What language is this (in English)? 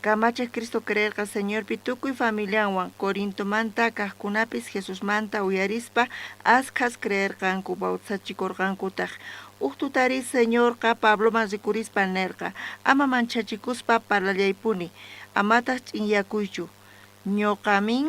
South Bolivian Quechua